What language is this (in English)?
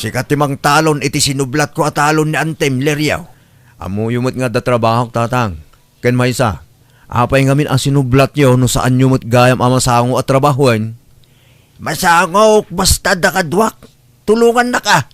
Iloko